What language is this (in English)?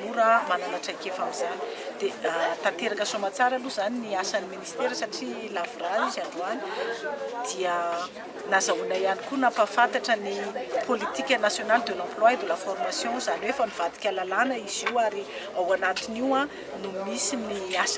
Malagasy